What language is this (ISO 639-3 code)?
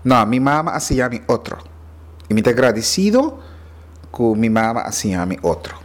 pap